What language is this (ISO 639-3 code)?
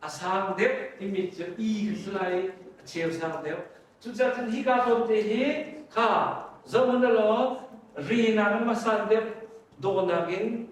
cnh